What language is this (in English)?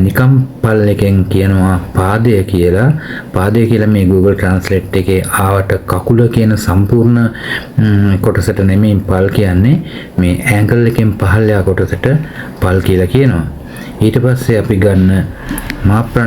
Sinhala